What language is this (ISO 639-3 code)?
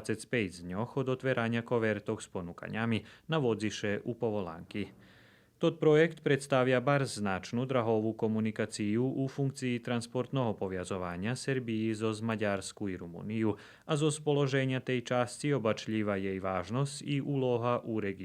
rue